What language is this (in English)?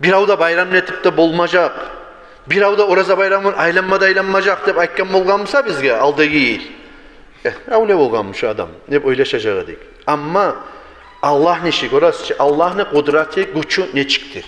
Kumyk